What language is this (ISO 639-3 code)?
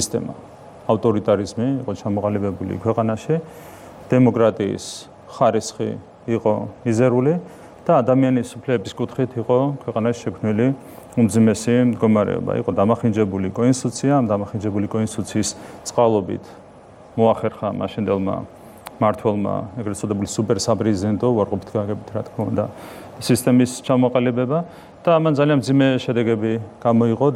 kat